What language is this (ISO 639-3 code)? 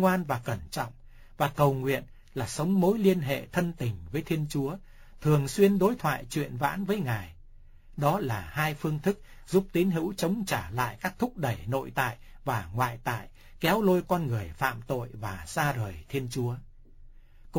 vie